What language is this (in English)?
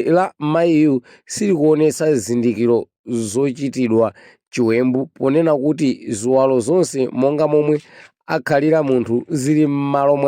Nyanja